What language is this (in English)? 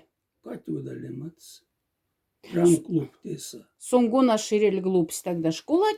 Moksha